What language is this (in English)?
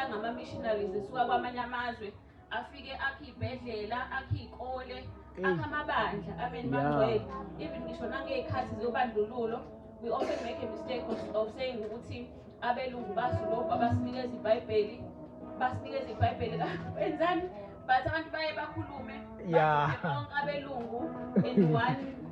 Zulu